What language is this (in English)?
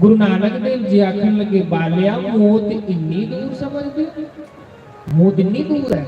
Dogri